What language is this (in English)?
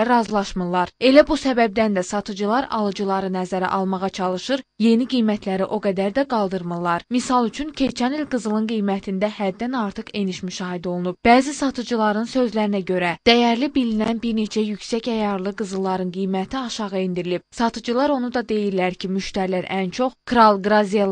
Azerbaijani